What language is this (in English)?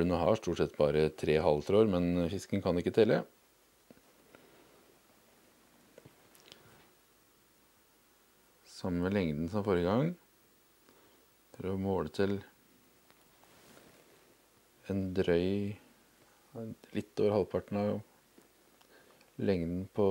Norwegian